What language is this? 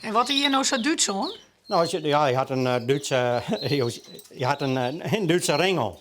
Western Frisian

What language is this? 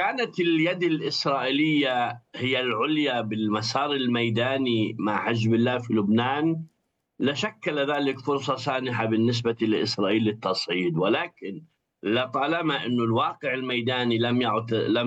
Arabic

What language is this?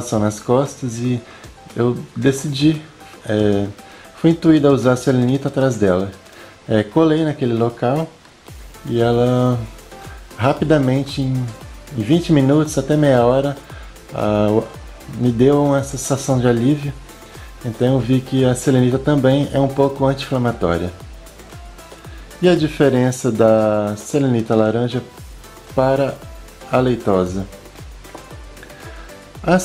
Portuguese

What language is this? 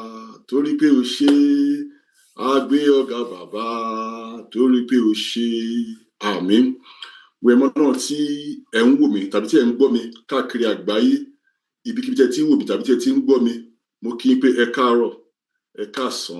Yoruba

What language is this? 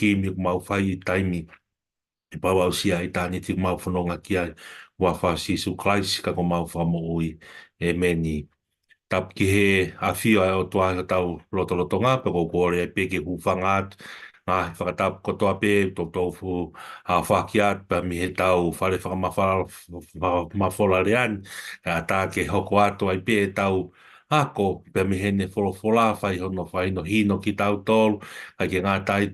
Tongan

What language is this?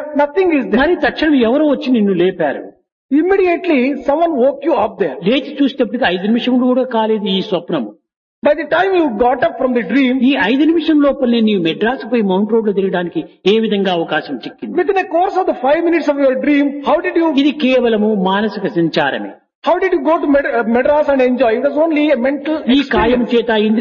Telugu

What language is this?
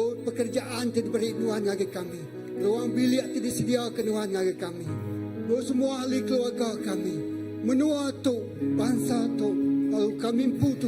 Iban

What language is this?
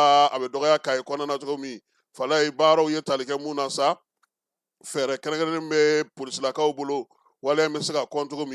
Bambara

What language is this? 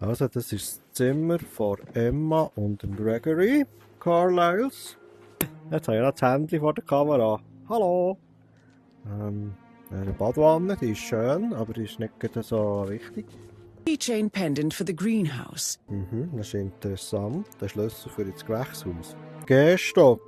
Swiss German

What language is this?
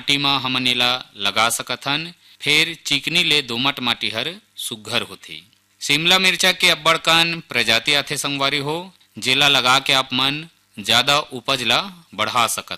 Chhattisgarhi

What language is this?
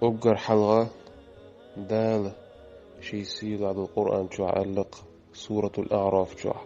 Chechen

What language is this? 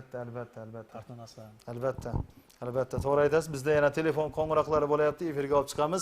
Kara-Kalpak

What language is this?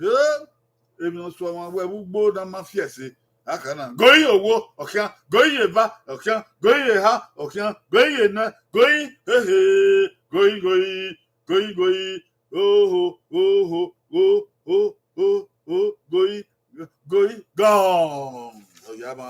Bini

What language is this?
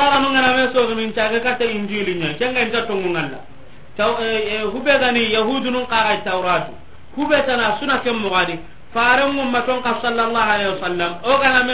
Soninke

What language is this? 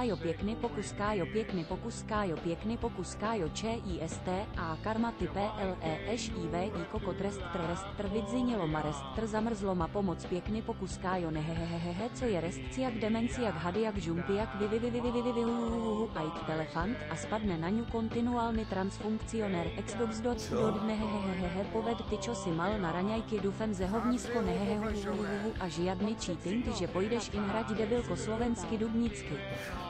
Slovak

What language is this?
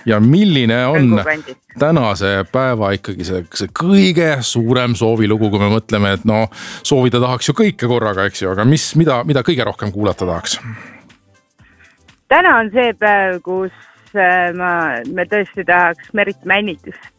Estonian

